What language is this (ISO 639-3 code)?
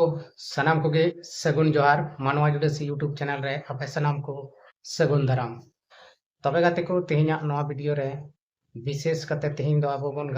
sat